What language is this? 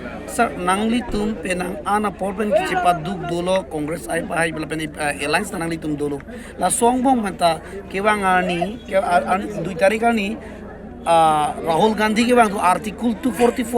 Karbi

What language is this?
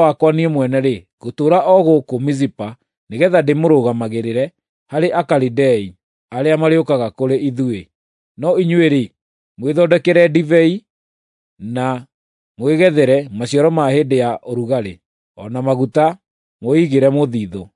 Kikuyu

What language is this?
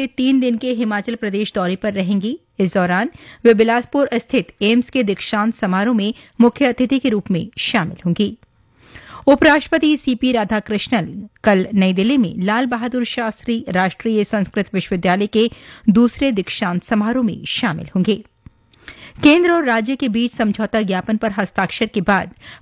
Hindi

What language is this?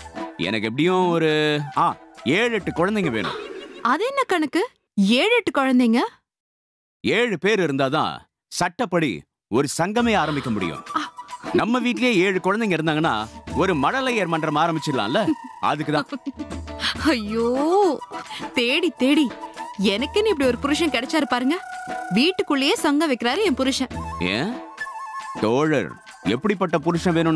Tamil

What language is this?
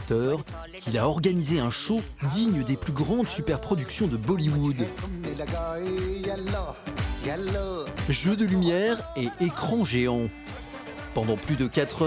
French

